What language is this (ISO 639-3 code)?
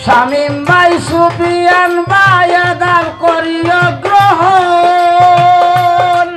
syl